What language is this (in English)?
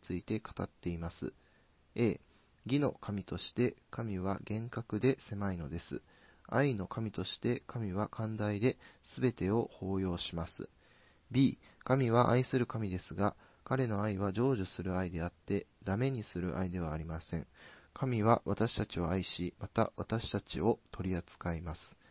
Japanese